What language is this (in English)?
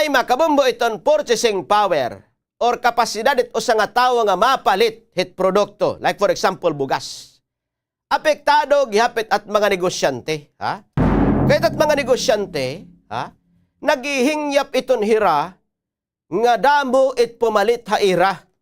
Waray